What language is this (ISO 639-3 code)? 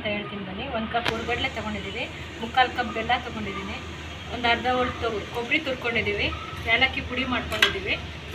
kan